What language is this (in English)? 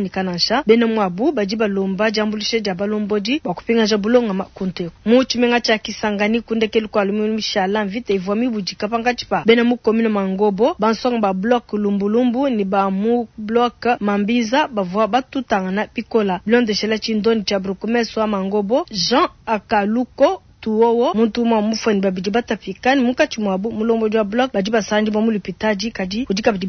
Luba-Lulua